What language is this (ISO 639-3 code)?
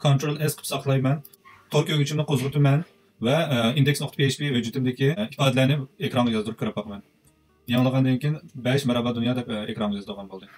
uig